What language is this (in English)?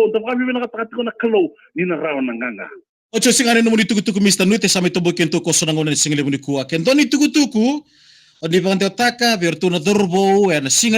Fijian